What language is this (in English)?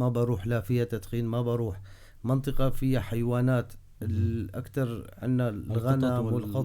North Levantine Arabic